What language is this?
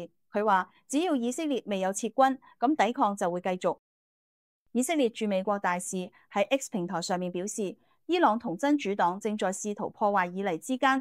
Cantonese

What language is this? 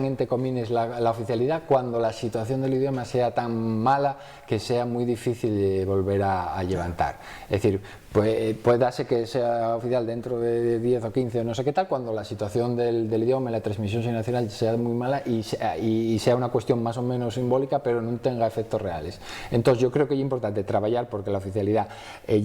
Asturian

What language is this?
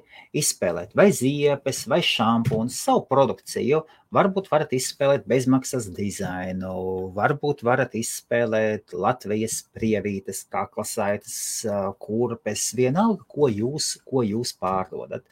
Latvian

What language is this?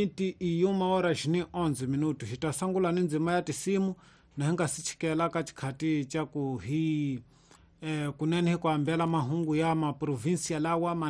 Tsonga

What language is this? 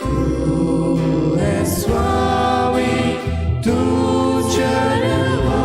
Konkani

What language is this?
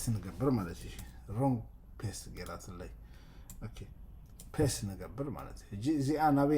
Tigrinya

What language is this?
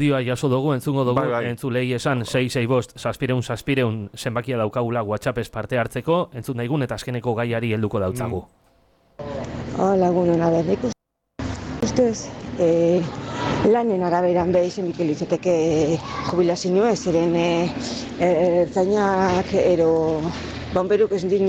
Basque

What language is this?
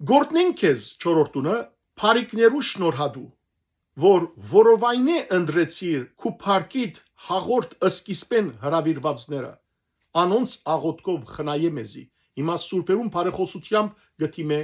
Western Armenian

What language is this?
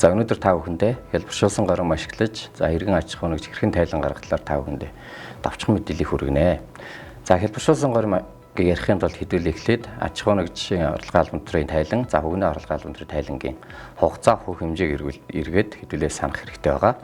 Mongolian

